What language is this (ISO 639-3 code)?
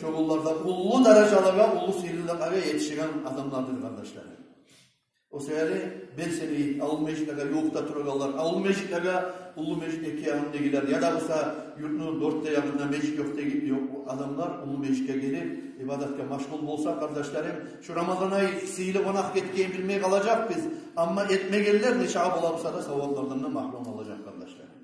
kum